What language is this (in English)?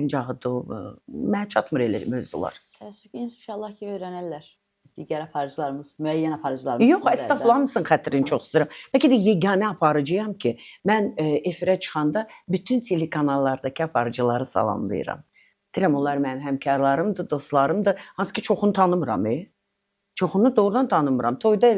Azerbaijani